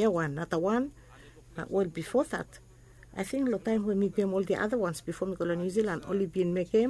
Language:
Bislama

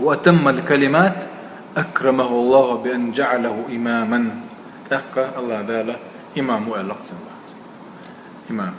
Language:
Chechen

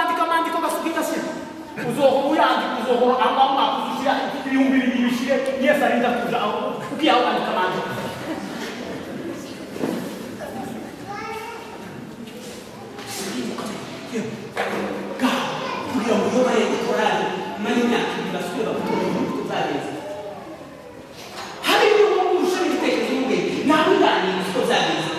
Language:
Kinyarwanda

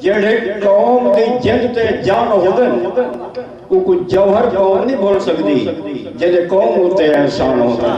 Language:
Saraiki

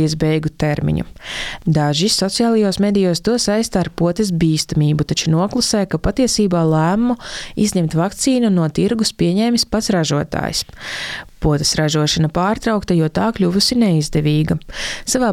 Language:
Latvian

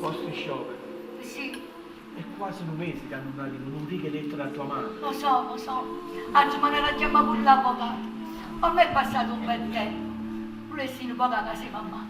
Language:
Neapolitan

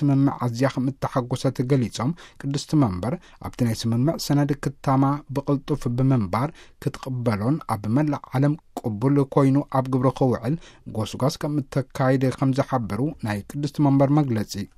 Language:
Tigrinya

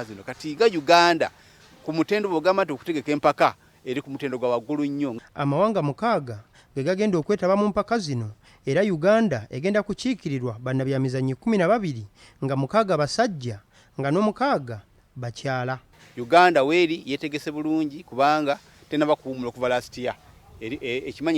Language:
Ganda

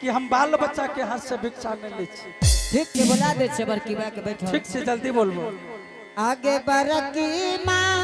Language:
Angika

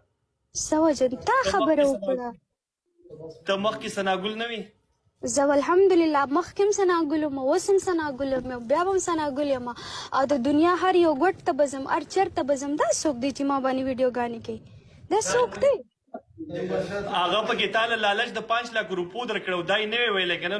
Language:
Pashto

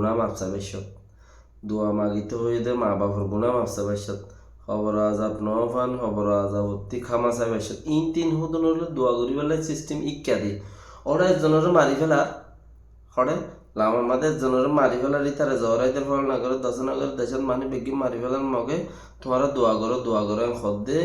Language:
Rohingya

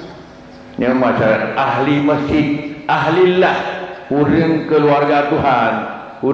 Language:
Achinese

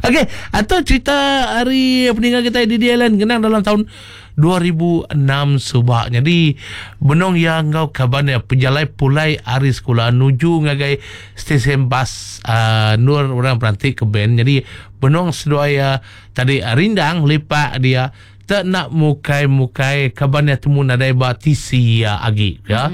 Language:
Iban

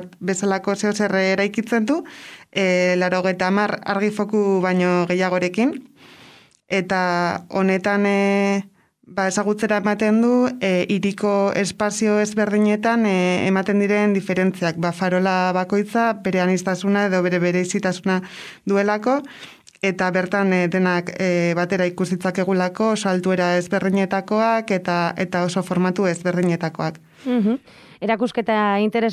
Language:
Basque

